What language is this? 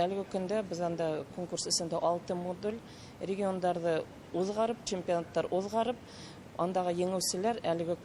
Bashkir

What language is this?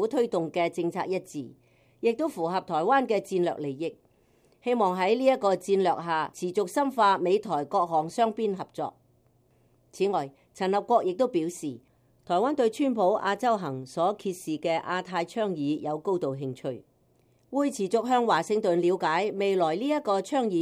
Cantonese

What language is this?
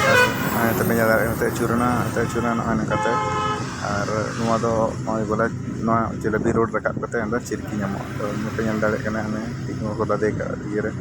Santali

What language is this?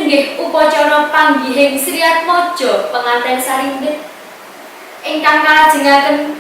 Javanese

